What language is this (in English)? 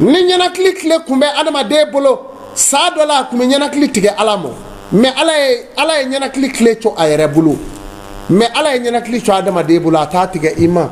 Bambara